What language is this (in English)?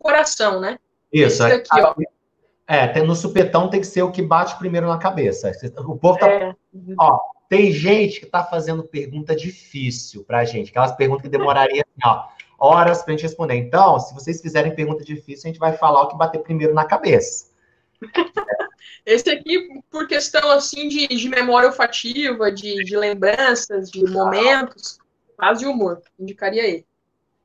Portuguese